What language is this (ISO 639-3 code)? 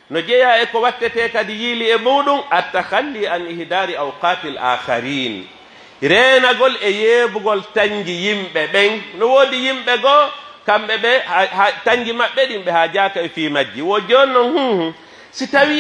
fuf